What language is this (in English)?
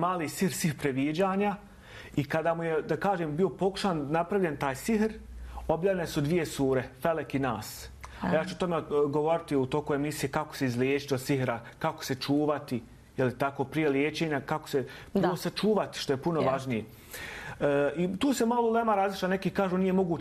Bosnian